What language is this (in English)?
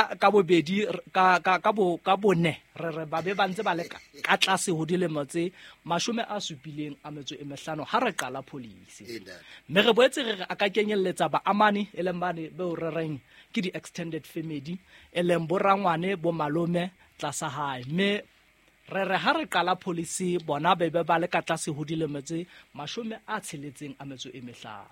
Southern Sotho